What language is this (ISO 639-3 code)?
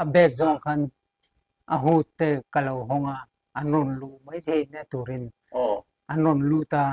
lus